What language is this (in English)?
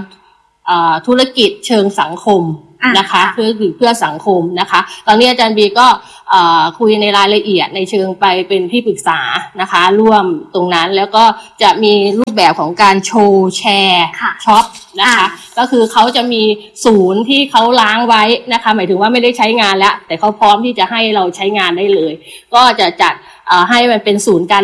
Thai